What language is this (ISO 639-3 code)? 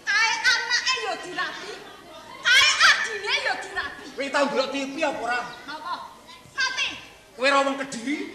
jav